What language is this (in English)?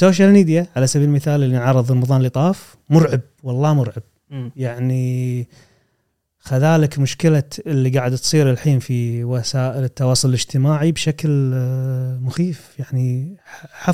Gulf Arabic